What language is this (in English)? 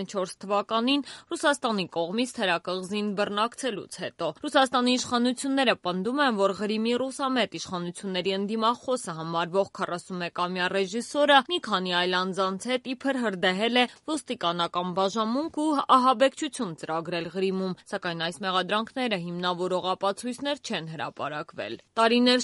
Armenian